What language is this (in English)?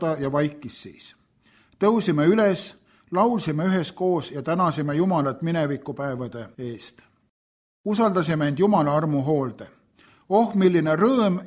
Estonian